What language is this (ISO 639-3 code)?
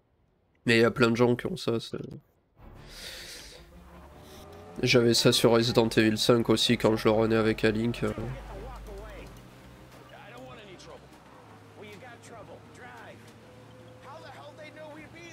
fra